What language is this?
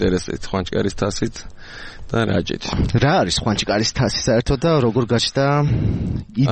Georgian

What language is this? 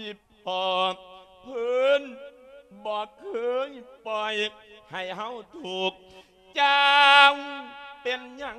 Lao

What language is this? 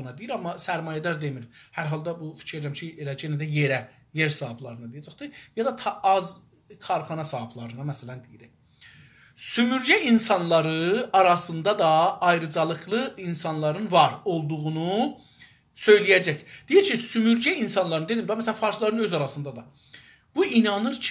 South Azerbaijani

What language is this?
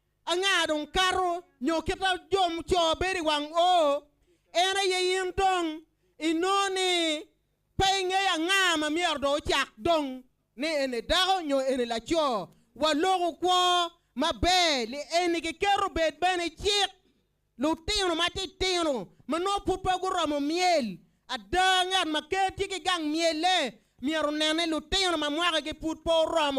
Acoli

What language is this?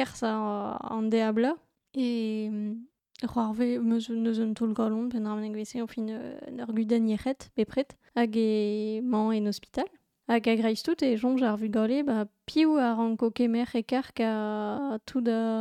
Breton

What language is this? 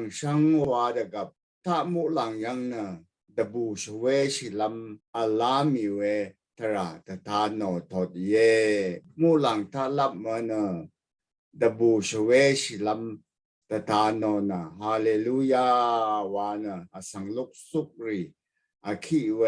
Rawang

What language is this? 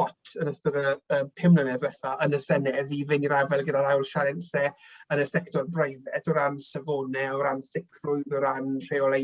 Welsh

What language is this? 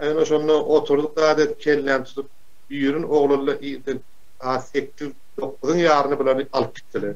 Turkmen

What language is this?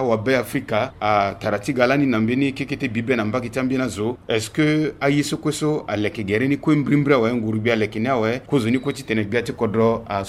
Sango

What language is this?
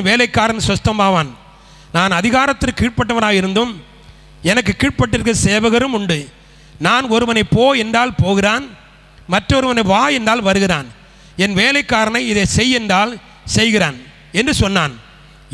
Tamil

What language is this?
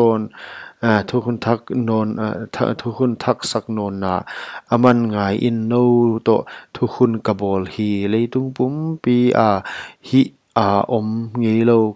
Paite Chin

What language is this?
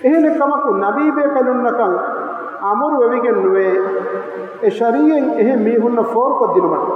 Divehi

